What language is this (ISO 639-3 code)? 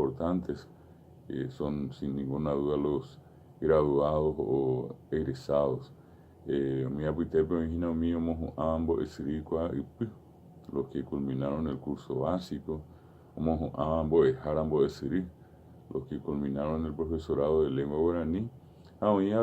grn